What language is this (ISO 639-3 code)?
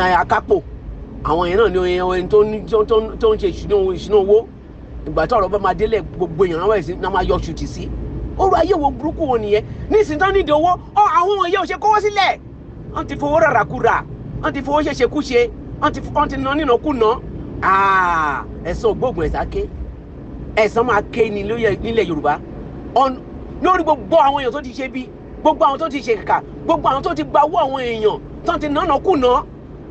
yor